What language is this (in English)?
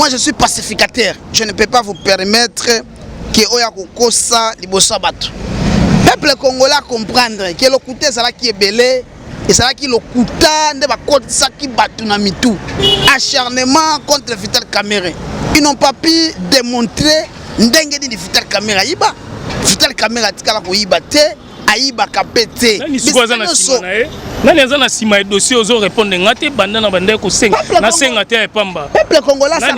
Lingala